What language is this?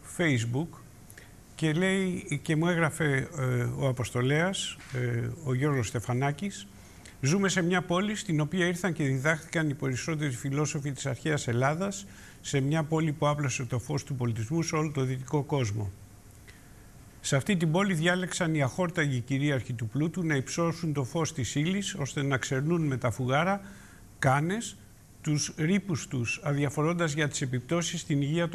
Greek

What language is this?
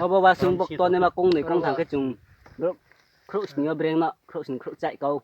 Riang (India)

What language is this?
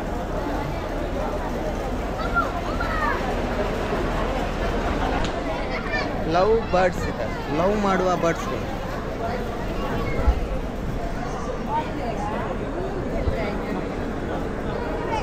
Kannada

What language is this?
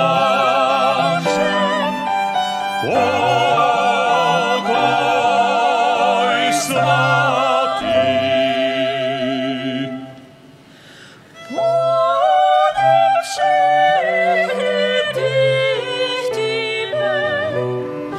Czech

